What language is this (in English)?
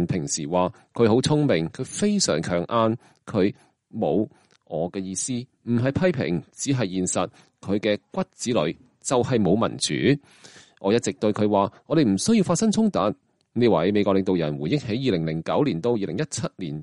Cantonese